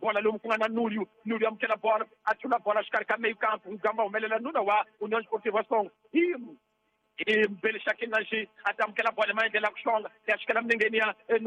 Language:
Tsonga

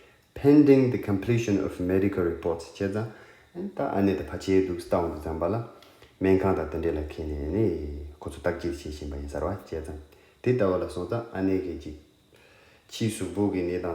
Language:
Tibetan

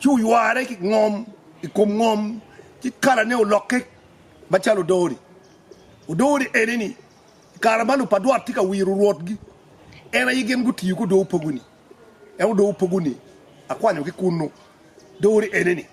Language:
Acoli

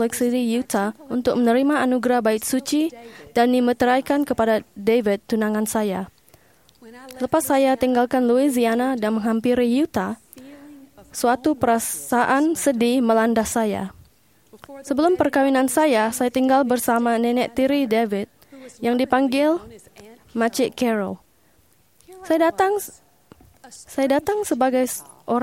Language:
Malay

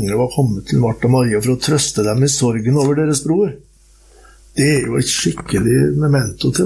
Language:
Norwegian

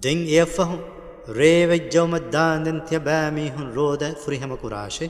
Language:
Divehi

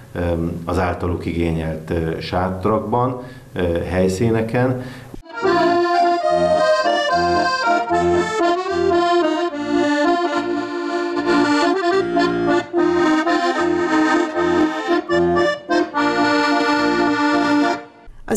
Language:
Hungarian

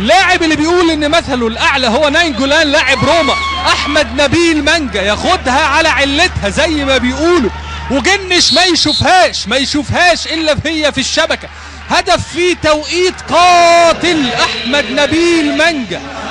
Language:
Egyptian Arabic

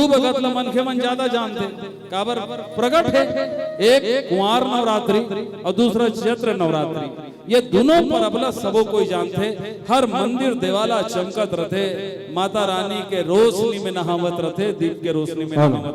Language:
Chhattisgarhi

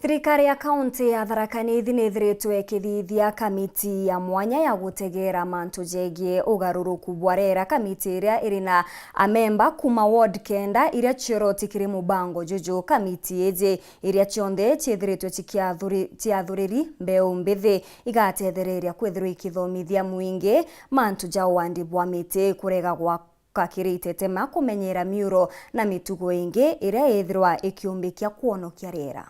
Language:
Meru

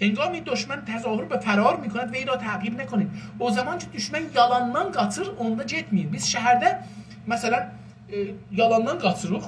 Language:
South Azerbaijani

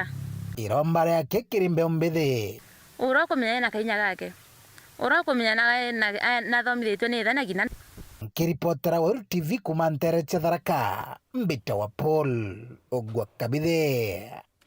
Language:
Meru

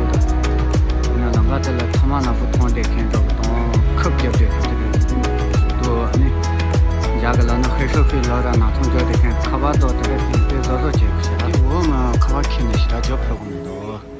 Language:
Tibetan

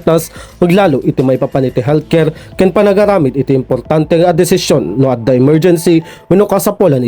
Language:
Iloko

